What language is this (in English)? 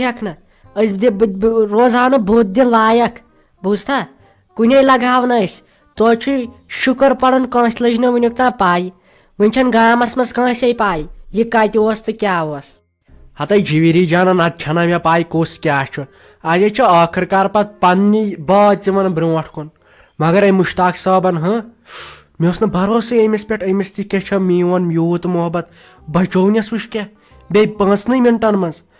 Kashmiri